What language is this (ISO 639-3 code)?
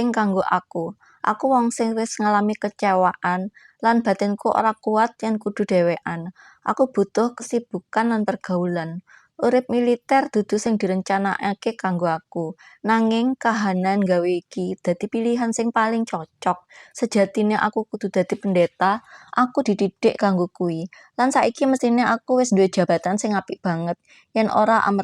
jav